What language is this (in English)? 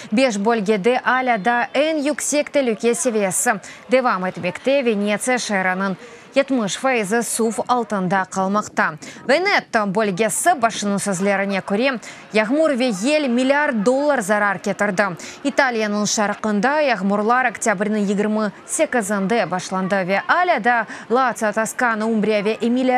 Crimean Tatar